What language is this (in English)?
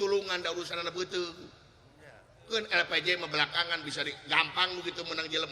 Sundanese